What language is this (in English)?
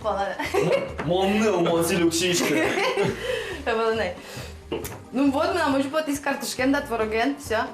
Udmurt